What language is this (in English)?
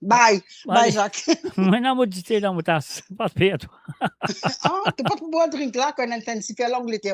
Morisyen